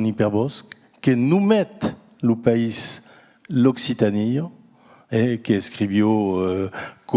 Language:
Occitan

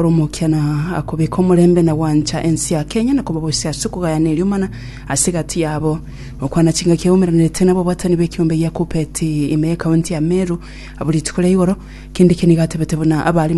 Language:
Gusii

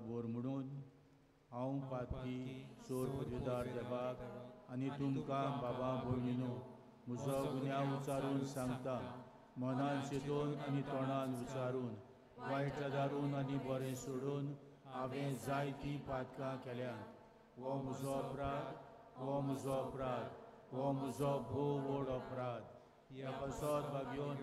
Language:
Konkani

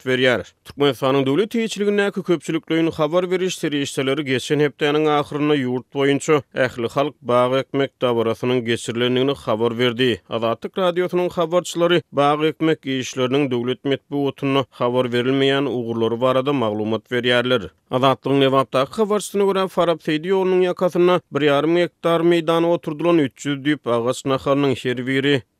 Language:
Turkmen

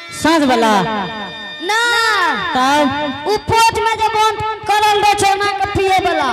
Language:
Angika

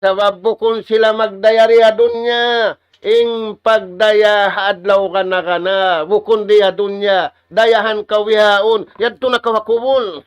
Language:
Tausug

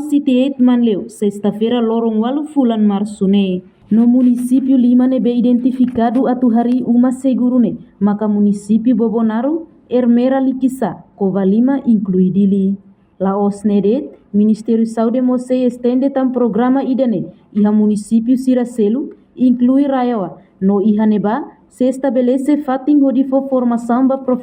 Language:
Tetum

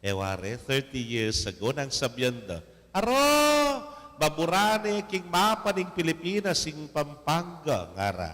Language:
Pampanga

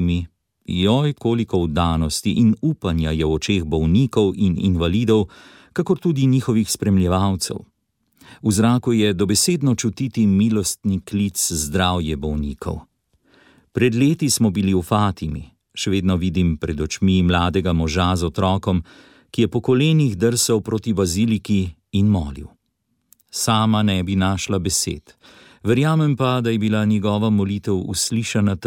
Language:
Slovenian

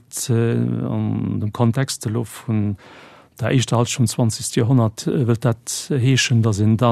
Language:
Luxembourgish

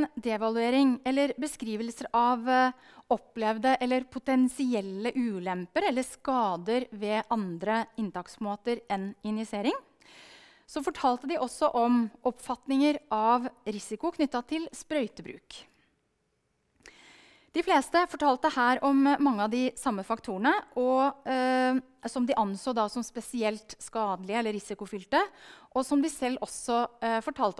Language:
Norwegian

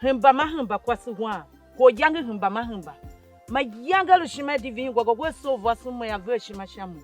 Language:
Tiv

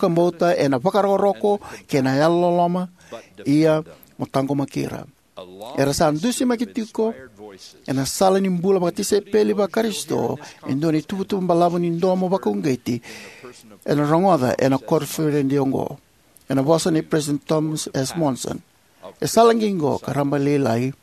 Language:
Fijian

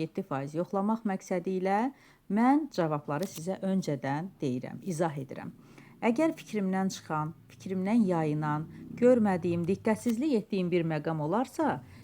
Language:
Azerbaijani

